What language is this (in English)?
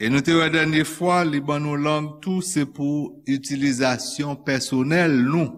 Haitian Creole